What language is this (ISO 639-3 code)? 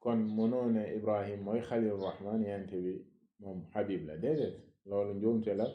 wol